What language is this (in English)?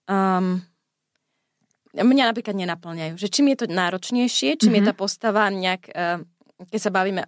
Slovak